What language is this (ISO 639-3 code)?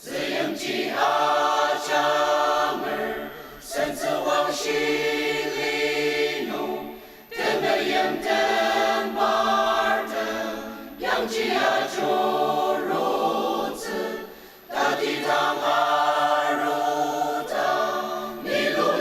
njo